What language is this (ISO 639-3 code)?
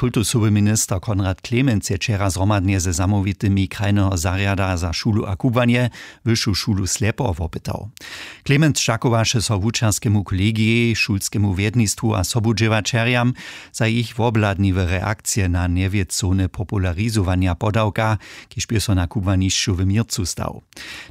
hsb